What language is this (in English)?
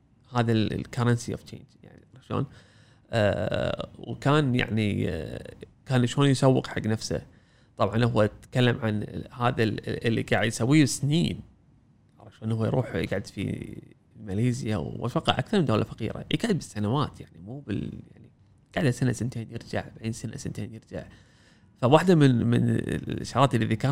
Gulf Arabic